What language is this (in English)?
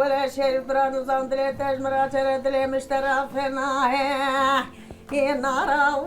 Zaza